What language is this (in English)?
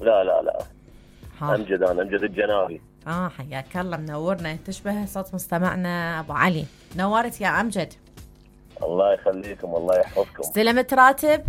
Mesopotamian Arabic